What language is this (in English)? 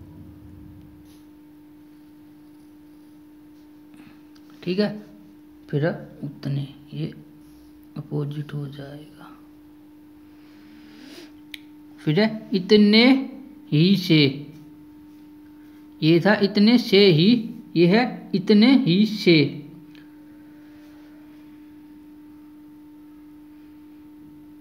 Hindi